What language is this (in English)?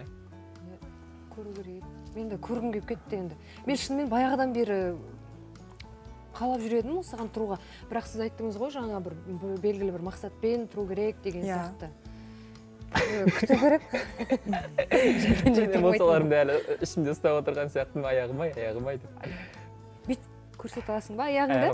Kazakh